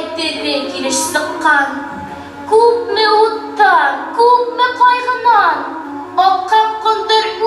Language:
Bashkir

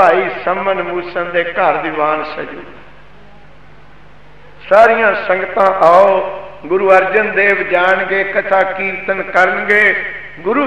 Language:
Punjabi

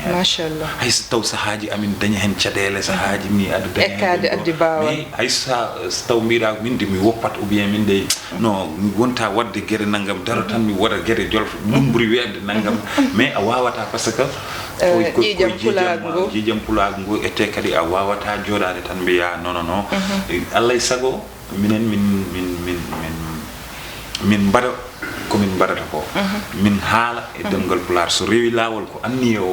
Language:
Fula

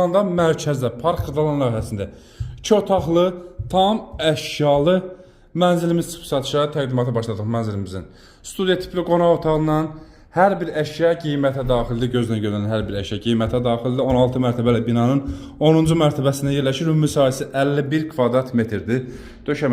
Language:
Azerbaijani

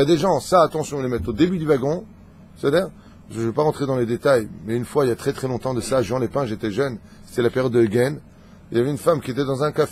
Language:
French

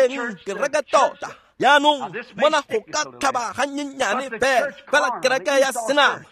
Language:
Tswana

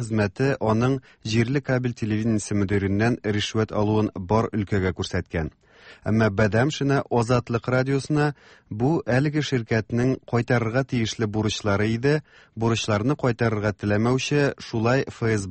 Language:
Tatar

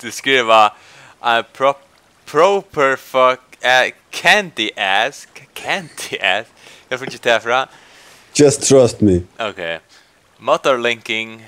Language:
Faroese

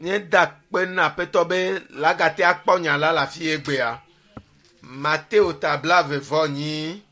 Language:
Ewe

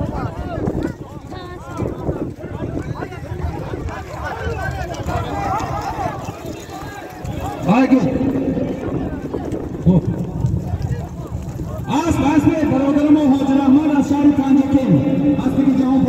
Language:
Persian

